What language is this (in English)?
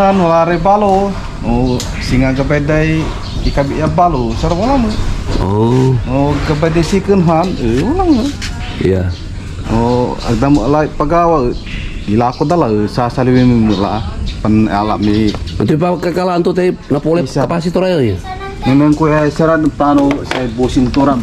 Pangasinan